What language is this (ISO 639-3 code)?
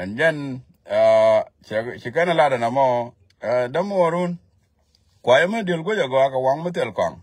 nus